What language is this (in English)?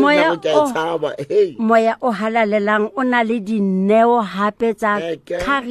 Southern Sotho